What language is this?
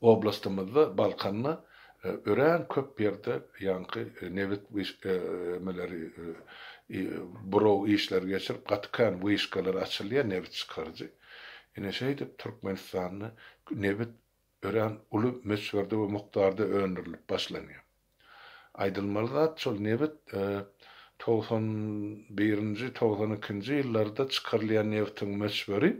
Turkmen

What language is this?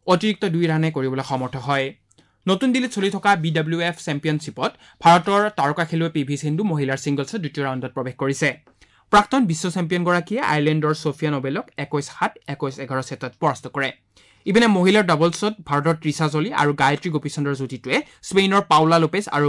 Assamese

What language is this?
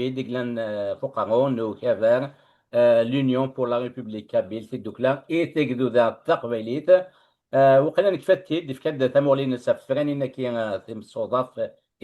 Kabyle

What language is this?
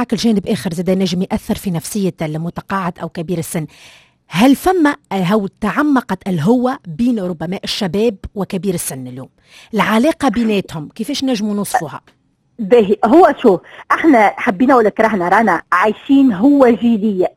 Tunisian Arabic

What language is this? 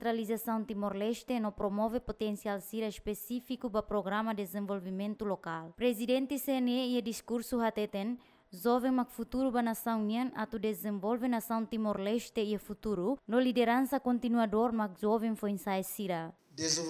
Tetum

